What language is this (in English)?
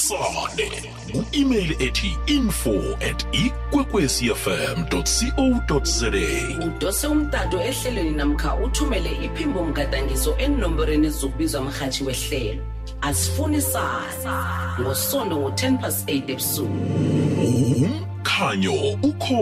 South Ndebele